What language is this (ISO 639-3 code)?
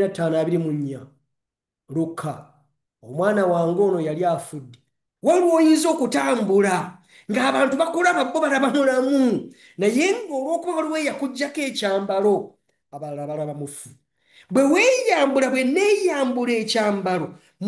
lug